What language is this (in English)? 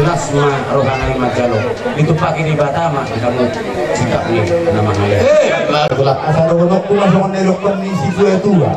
Batak Toba